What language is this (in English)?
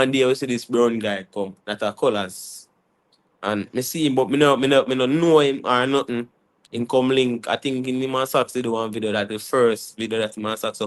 Jamaican Creole English